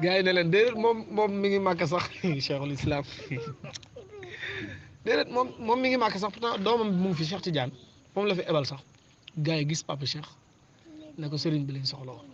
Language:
Wolof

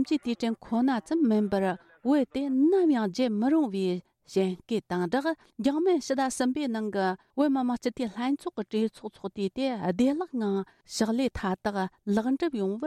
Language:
Tibetan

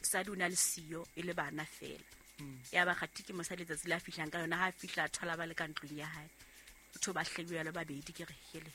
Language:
Southern Sotho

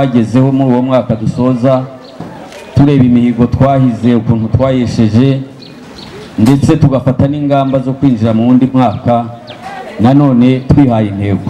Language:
Kinyarwanda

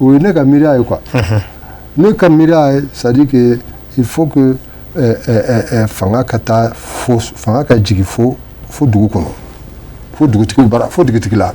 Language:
Bambara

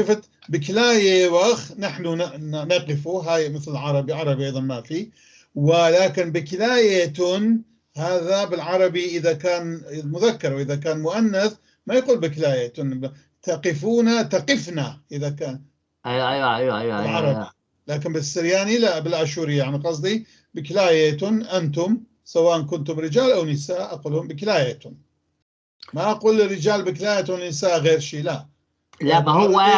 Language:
North Levantine Arabic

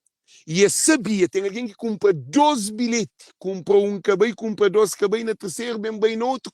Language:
Kabuverdianu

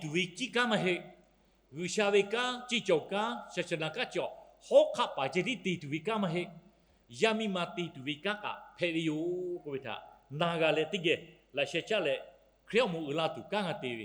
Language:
Lahu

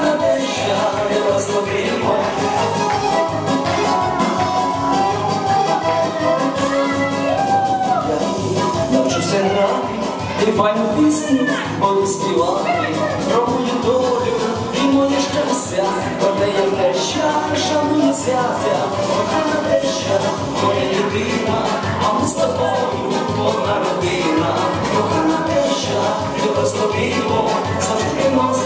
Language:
Ukrainian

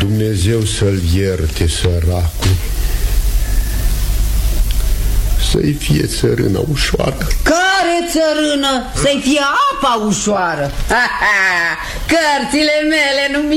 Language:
Romanian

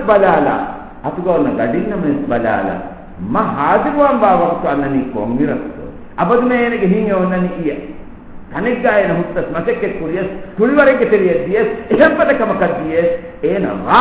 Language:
Divehi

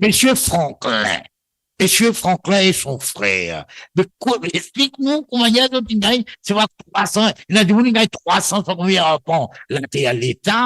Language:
Morisyen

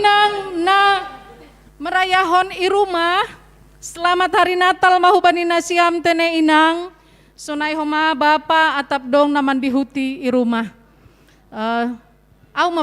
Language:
Batak Simalungun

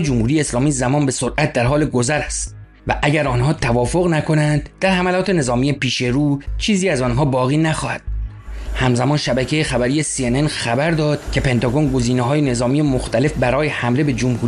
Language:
Persian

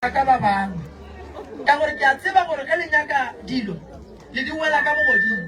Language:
Northern Sotho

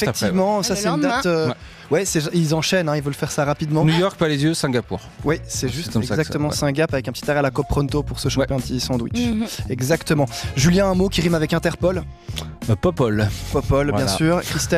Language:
French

